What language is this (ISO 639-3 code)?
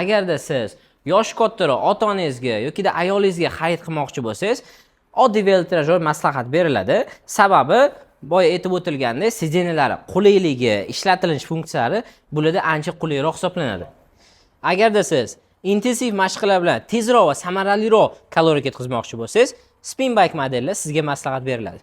uzb